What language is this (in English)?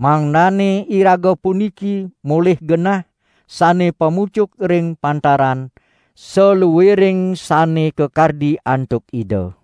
Balinese